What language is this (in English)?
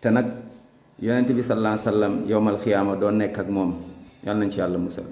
Wolof